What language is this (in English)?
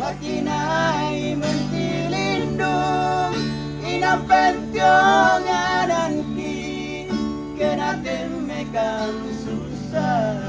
Toraja-Sa'dan